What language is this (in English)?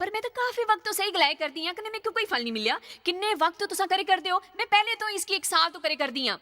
Dogri